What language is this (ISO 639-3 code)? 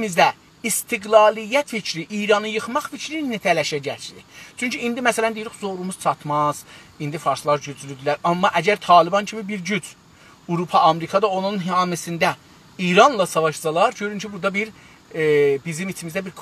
azb